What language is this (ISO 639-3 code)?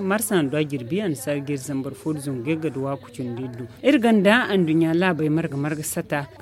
dje